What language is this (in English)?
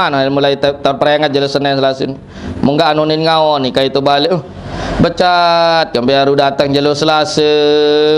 Sasak